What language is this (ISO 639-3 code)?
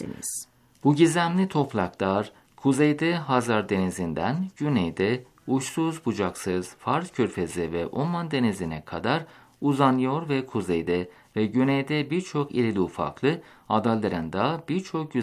tur